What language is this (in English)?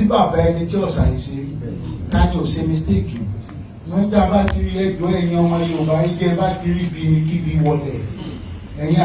Yoruba